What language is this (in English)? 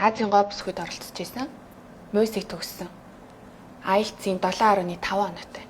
Mongolian